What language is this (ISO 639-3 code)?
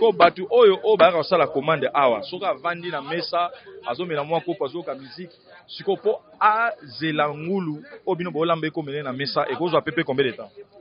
lin